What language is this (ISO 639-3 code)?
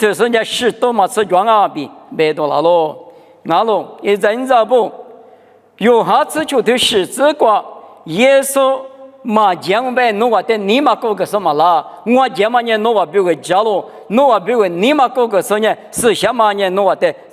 lis